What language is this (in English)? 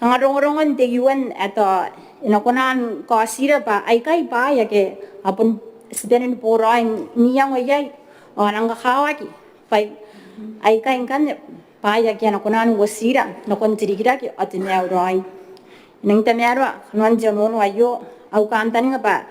Gilbertese